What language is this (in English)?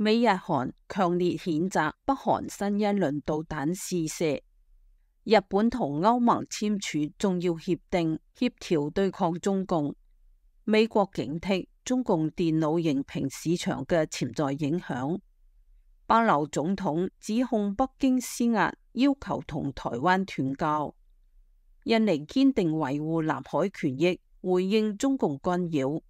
Cantonese